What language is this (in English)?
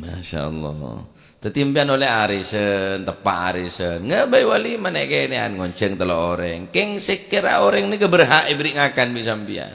Madurese